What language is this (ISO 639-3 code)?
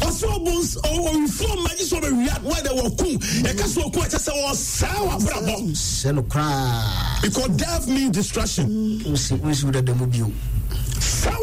aka